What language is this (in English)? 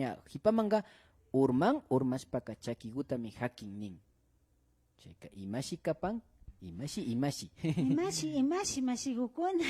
Imbabura Highland Quichua